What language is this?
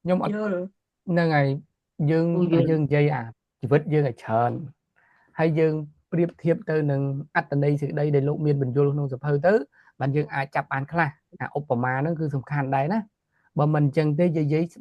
Khmer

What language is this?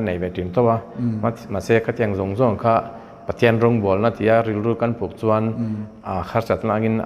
Mizo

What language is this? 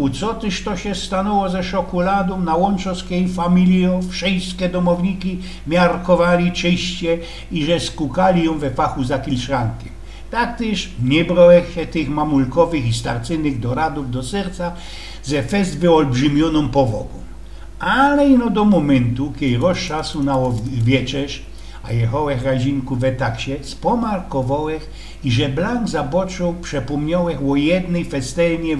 Silesian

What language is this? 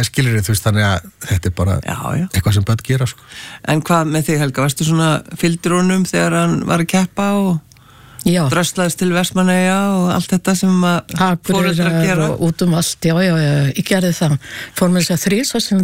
Icelandic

